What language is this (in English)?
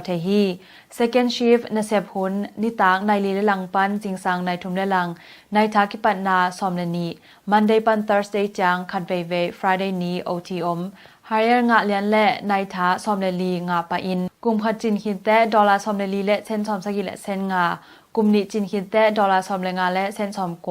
Tedim Chin